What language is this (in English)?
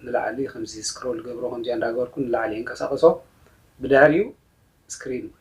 Tigrinya